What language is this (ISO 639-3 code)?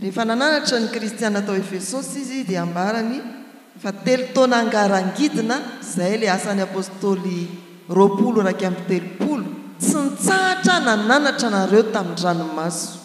mlg